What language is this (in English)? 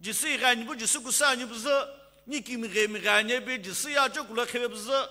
Sumi Naga